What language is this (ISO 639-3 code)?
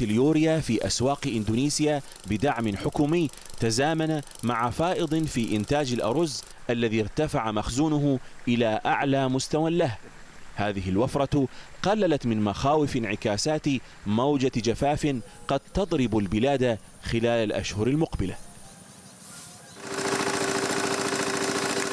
ara